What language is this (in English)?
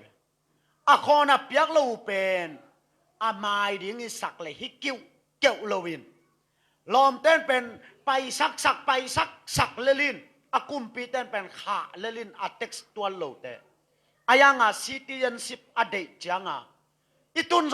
Tedim Chin